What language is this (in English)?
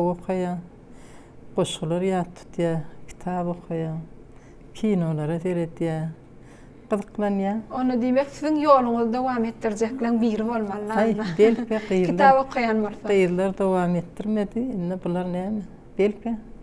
Turkmen